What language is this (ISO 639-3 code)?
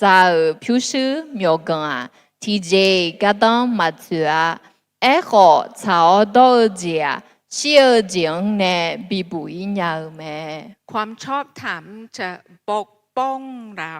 ahk